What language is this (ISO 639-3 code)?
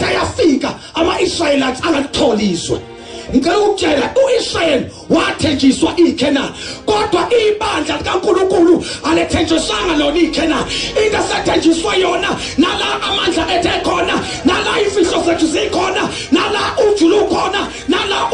zul